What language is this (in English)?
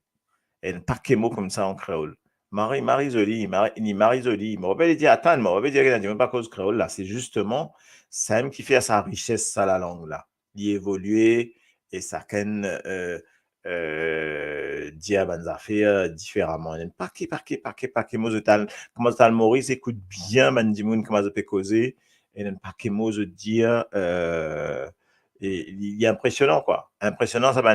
Morisyen